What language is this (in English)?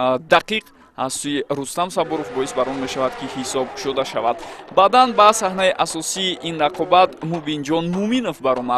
Tajik